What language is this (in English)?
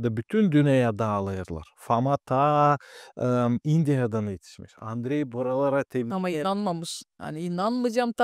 Gagauz